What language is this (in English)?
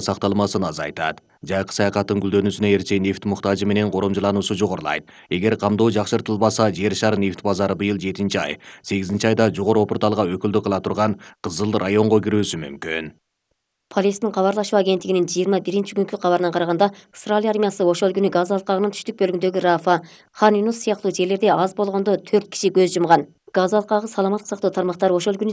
Kyrgyz